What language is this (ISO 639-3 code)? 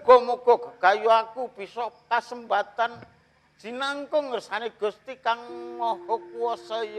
jav